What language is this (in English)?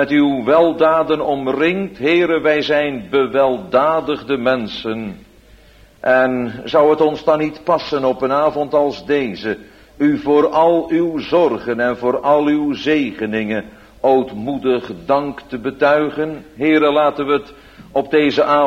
Dutch